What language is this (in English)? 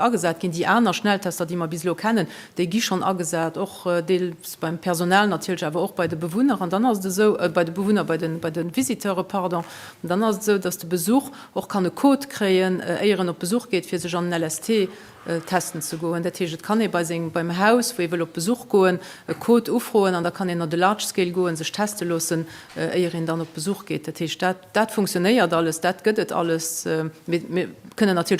Luxembourgish